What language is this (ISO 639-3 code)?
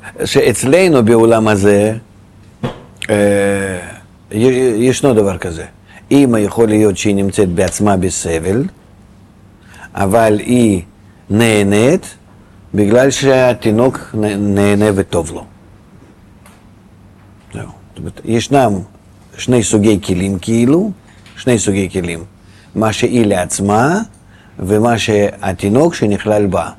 heb